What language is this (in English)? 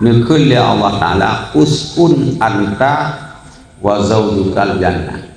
Achinese